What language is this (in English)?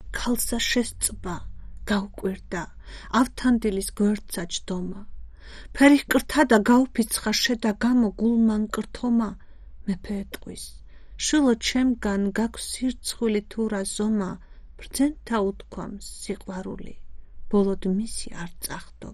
Georgian